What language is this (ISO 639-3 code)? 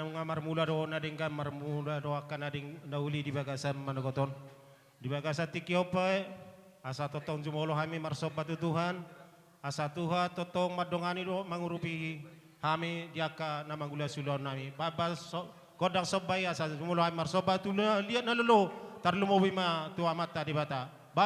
bbc